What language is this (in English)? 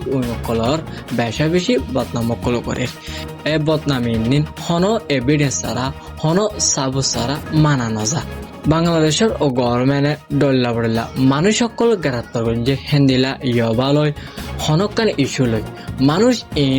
Rohingya